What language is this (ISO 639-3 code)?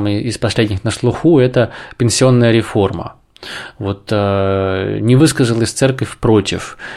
rus